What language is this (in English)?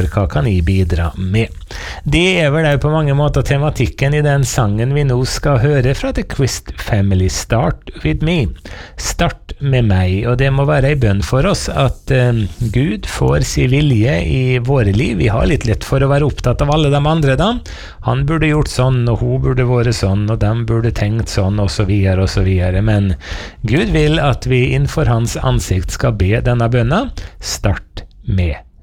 Norwegian